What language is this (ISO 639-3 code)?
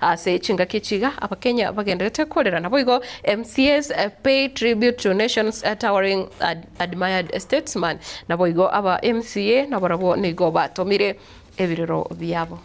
guz